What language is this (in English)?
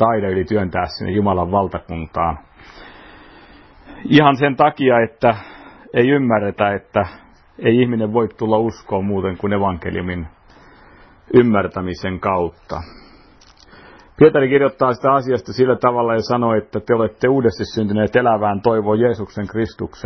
Finnish